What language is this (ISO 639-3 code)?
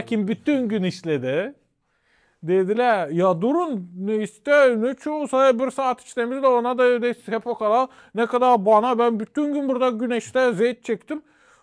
gag